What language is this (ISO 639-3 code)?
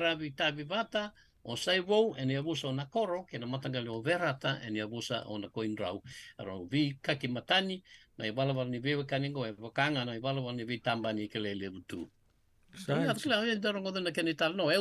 fij